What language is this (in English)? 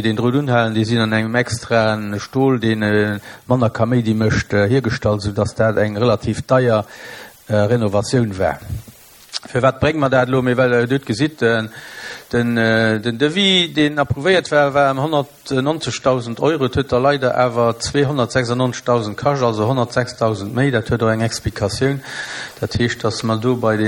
Luxembourgish